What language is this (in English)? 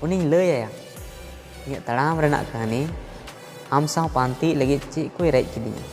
Santali